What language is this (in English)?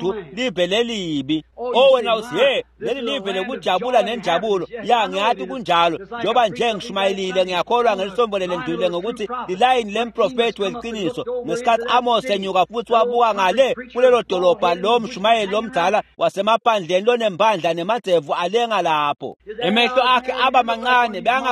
Swati